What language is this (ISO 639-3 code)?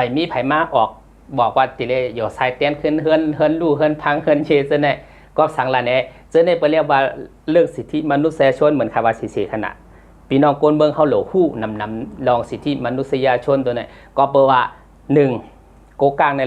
shn